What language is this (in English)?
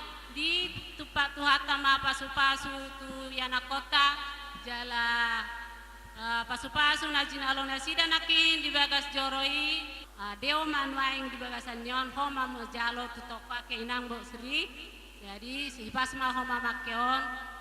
Batak Toba